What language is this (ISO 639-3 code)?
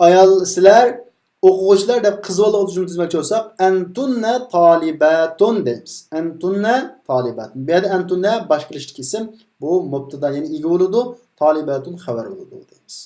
uig